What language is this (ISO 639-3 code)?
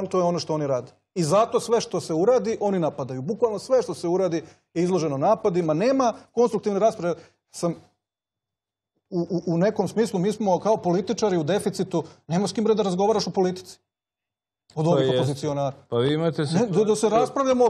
srp